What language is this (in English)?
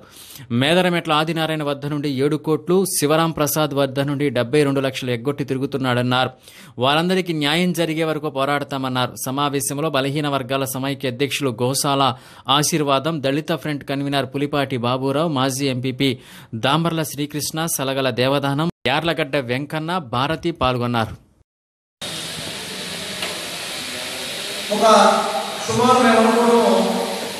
Telugu